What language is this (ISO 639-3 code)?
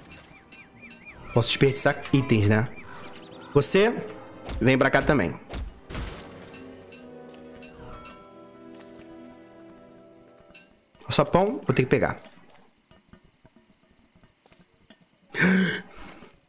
por